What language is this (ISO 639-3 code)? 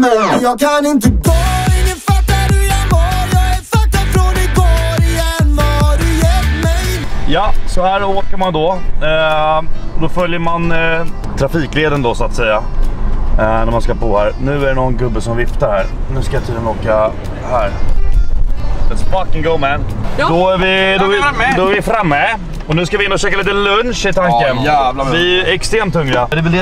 swe